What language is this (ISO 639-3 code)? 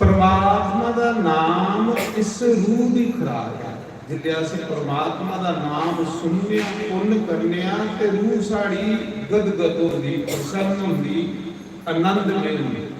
doi